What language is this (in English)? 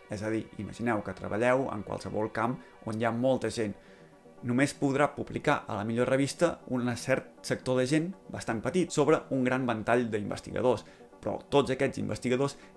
Catalan